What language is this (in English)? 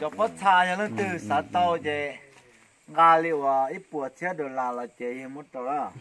Hmong